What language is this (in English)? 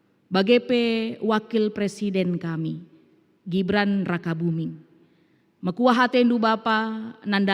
Batak Karo